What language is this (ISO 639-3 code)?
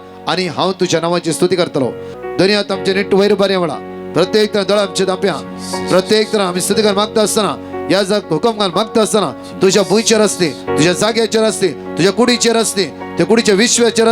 kok